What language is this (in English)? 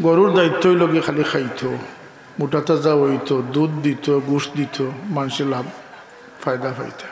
Sylheti